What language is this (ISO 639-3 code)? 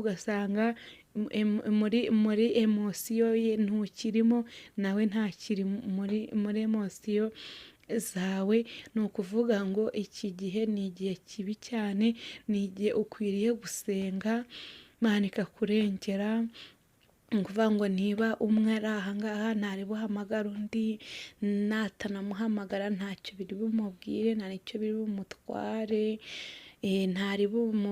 kin